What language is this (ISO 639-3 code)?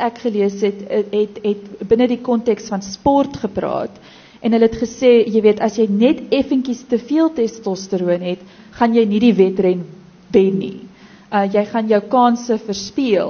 afr